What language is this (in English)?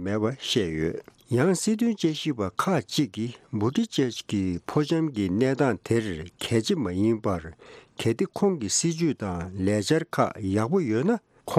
Tibetan